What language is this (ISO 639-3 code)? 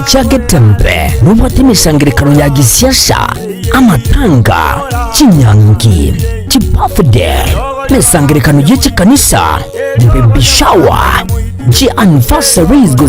guz